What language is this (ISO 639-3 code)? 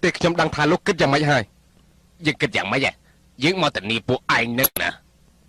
khm